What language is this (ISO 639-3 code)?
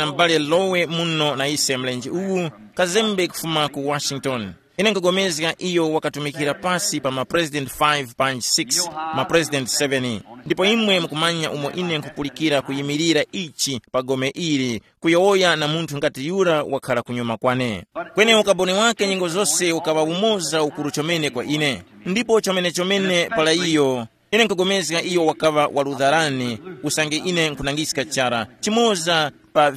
tum